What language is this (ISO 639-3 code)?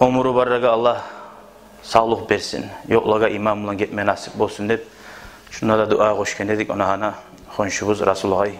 kum